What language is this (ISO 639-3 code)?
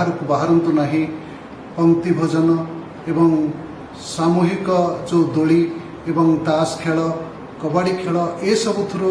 ori